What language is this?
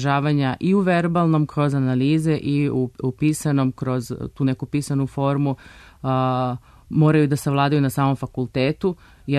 Serbian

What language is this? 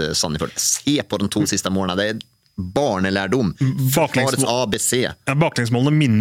Norwegian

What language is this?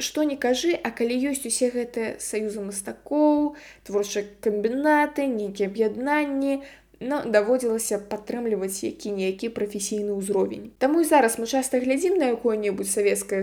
Belarusian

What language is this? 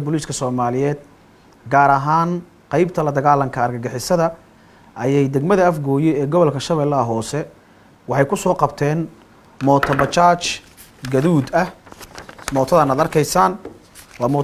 Somali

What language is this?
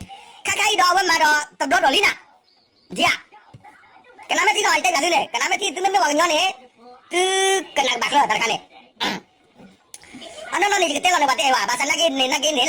S'gaw Karen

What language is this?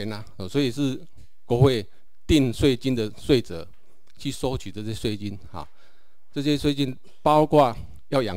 Chinese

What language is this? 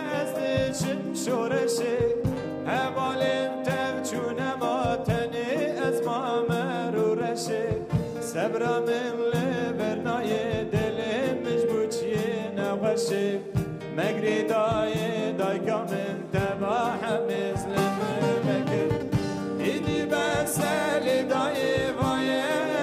Persian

